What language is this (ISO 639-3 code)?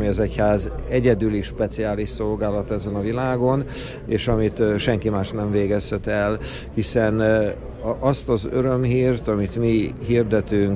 hun